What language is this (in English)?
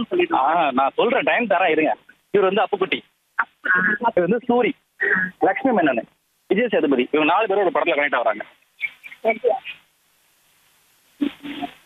Tamil